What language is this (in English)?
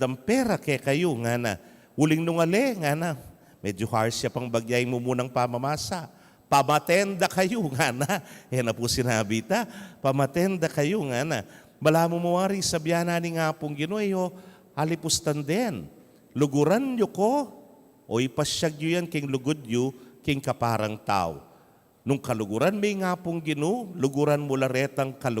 Pampanga